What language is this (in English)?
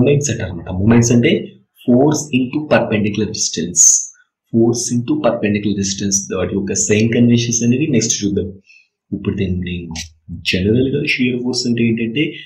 Telugu